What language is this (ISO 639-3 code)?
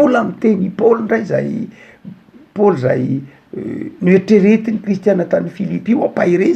mlg